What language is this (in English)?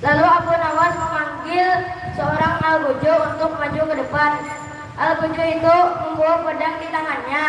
Banjar